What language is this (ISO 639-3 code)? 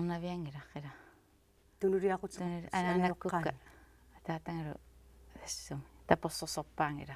kal